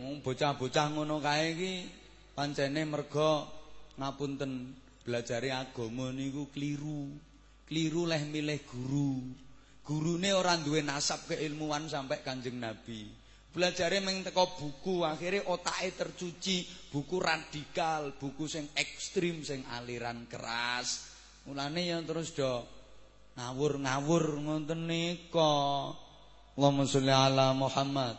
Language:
Javanese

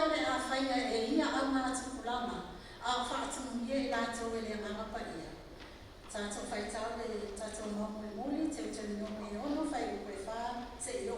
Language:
Samoan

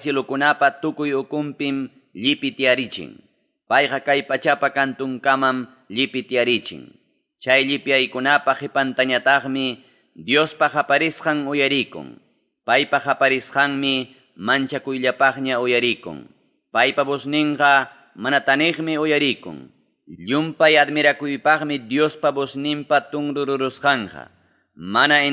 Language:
Ayacucho Quechua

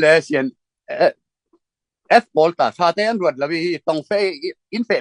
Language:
Falam Chin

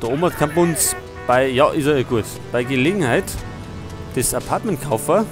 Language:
Bavarian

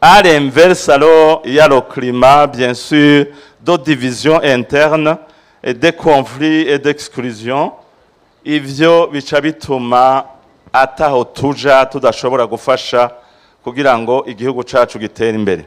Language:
Rundi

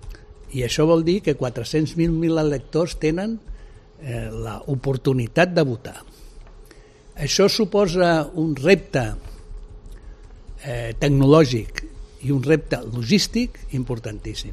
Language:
Catalan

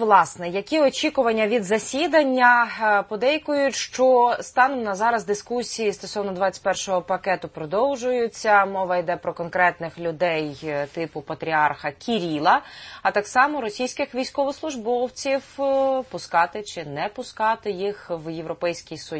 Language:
Ukrainian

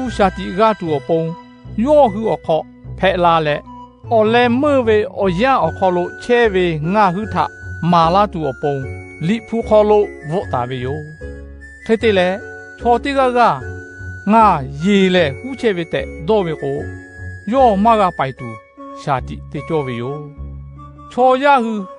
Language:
Lahu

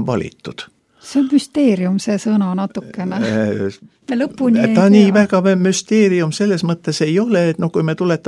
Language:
Estonian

